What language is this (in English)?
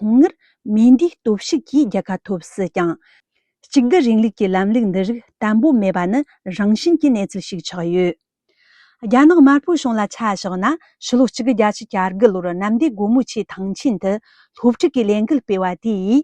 Tibetan